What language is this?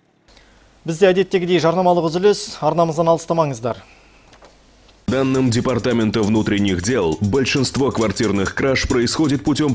Kazakh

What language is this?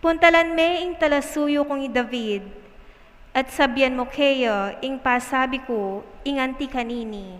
Pampanga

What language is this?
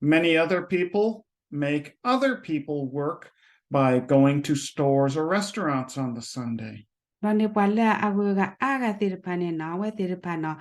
S'gaw Karen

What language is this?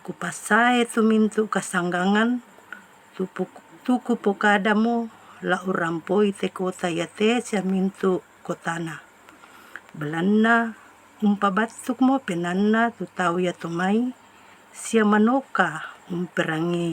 Toraja-Sa'dan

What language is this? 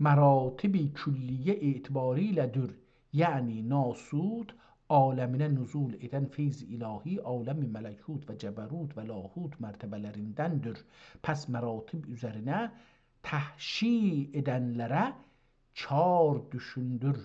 South Azerbaijani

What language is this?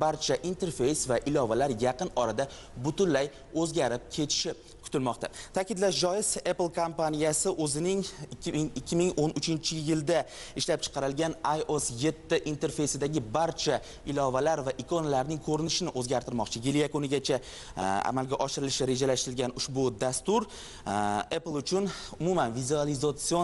Uzbek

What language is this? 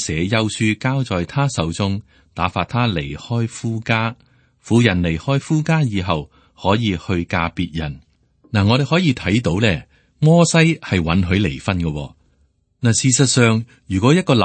Cantonese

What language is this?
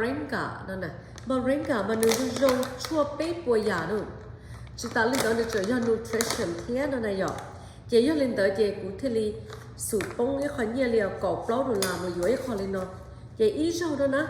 Hmong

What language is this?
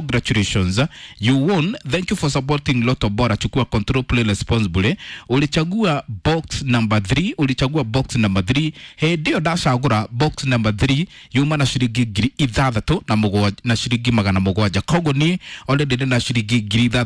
Kikuyu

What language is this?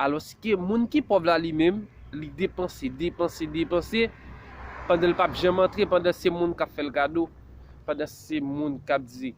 Haitian Creole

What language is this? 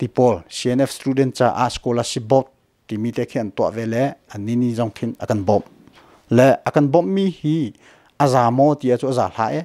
Hakha Chin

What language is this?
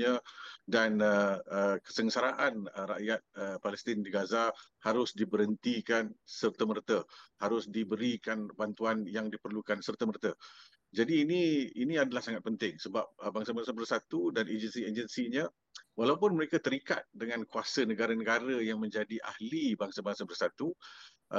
Malay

